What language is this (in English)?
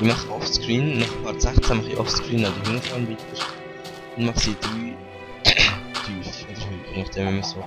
Swiss German